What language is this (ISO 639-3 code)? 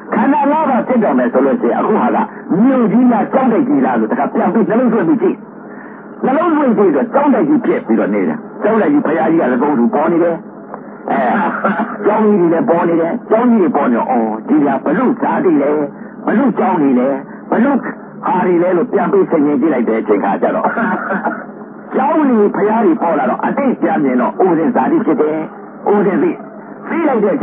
mya